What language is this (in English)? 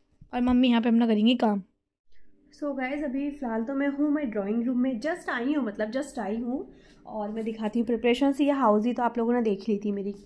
Hindi